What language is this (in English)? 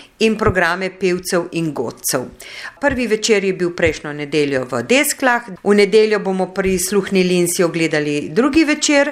Slovenian